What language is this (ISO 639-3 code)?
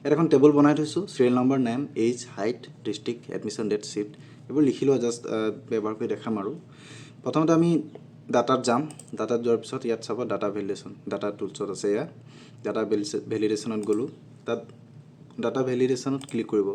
asm